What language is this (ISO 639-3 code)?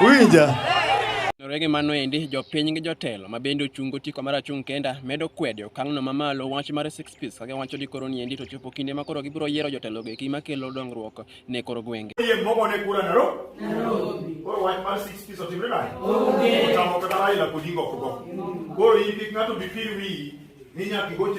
luo